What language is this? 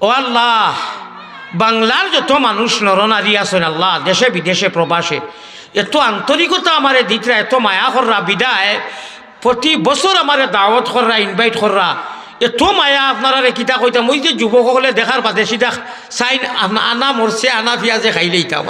Sylheti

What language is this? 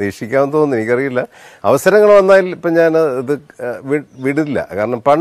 Malayalam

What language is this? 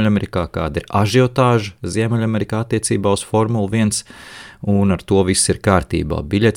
Latvian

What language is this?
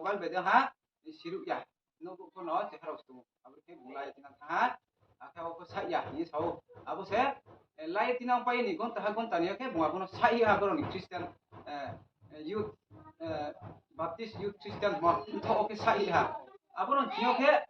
Riang (India)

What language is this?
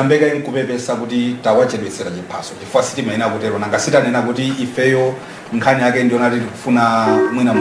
Nyanja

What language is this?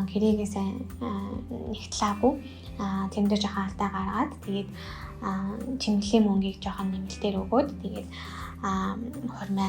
Mongolian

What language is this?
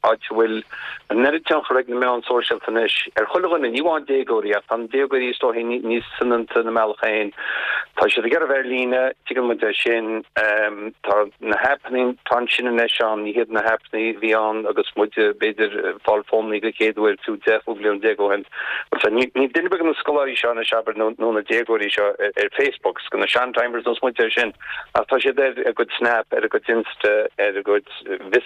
Irish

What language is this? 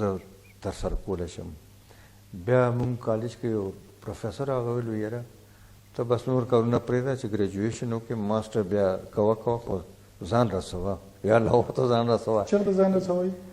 Pashto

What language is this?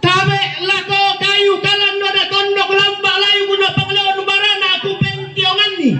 Toraja-Sa'dan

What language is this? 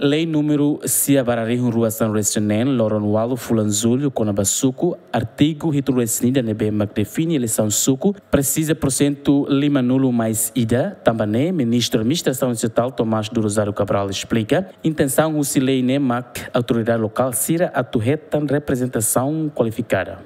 Tetum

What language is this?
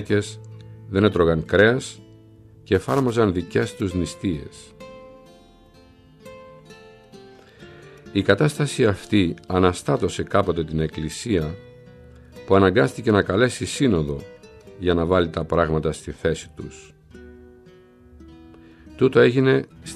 Greek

